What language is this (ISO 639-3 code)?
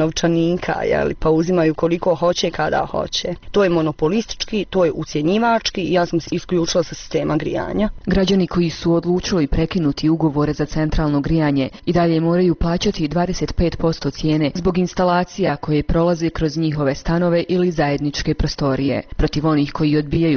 bos